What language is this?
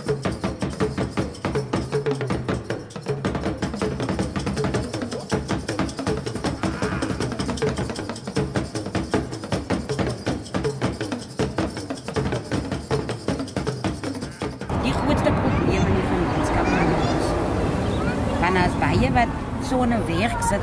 Afrikaans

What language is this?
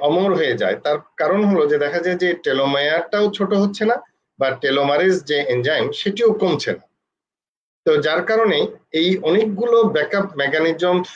Bangla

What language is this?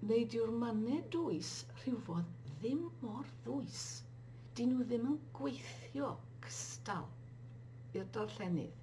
Welsh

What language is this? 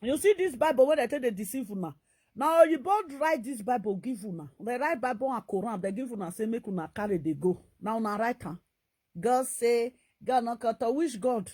Nigerian Pidgin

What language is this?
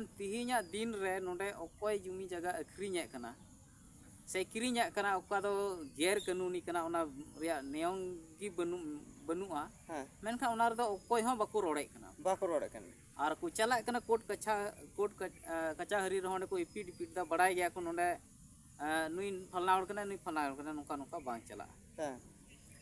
Santali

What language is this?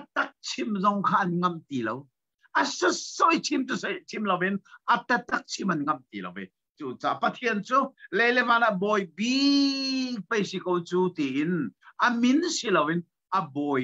Hakha Chin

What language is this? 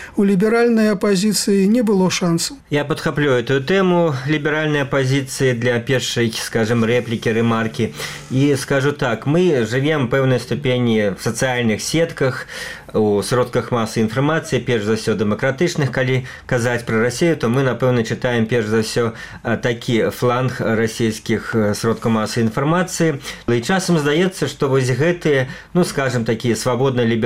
Belarusian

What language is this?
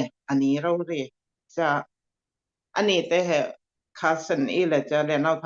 Falam Chin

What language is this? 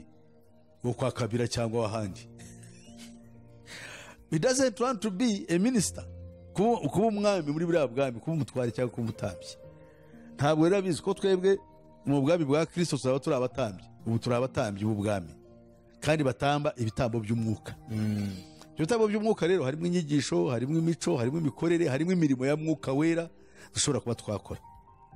Kinyarwanda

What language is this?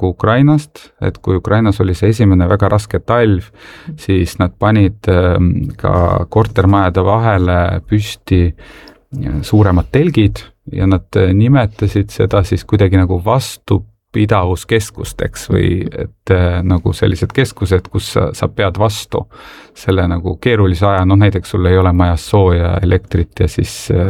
Estonian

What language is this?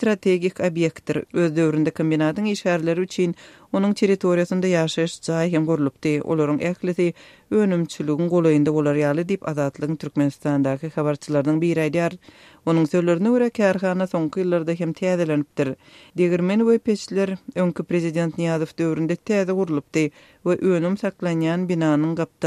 Turkmen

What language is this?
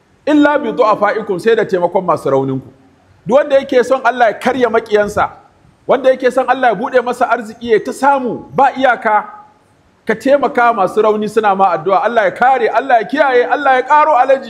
Hausa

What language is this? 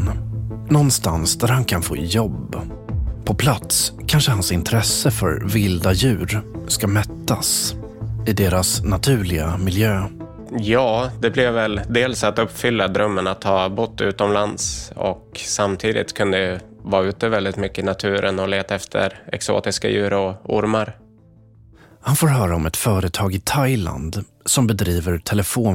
Swedish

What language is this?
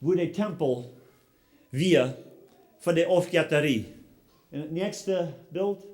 Plautdietsch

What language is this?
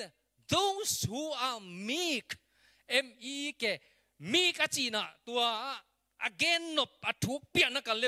Tedim Chin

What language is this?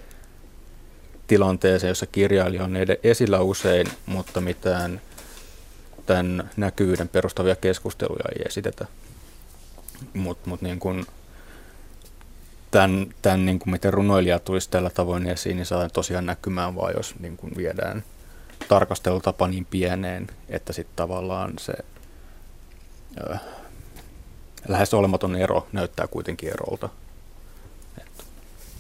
Finnish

